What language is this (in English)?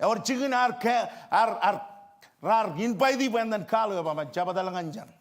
Marshallese